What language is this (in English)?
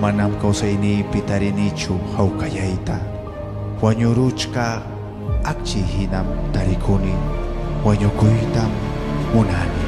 Ayacucho Quechua